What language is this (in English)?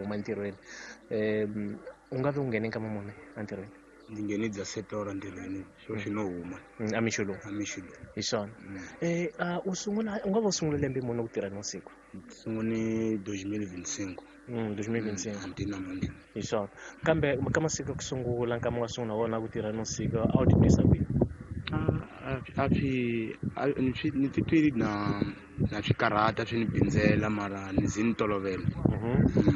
Tsonga